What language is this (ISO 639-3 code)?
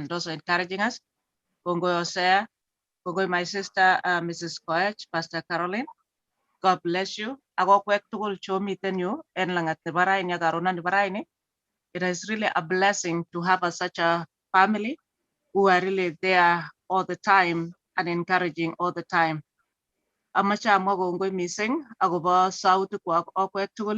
kln